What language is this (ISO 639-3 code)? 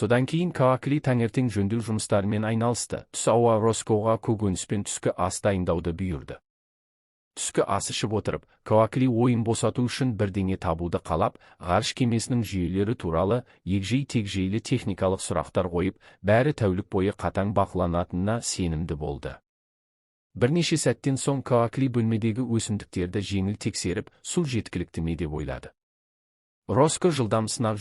kaz